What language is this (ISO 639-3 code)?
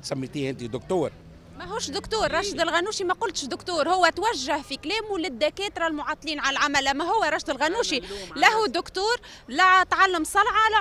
aeb